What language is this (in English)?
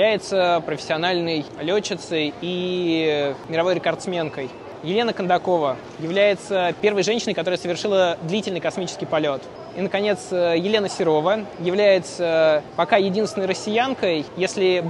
Russian